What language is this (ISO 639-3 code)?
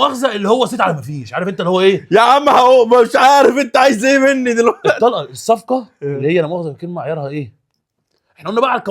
arz